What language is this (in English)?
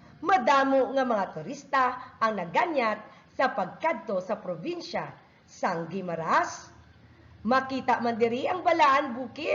Hiligaynon